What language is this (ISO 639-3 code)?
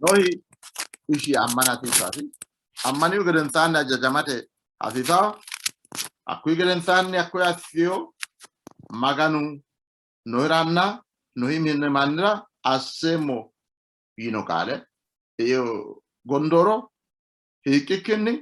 sid